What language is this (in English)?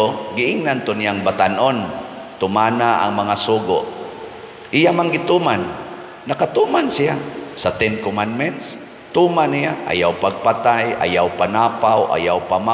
Cebuano